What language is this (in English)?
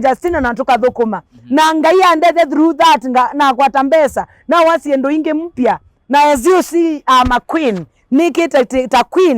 Kamba